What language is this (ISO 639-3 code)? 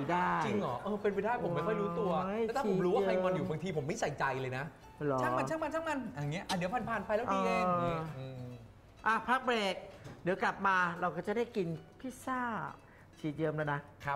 tha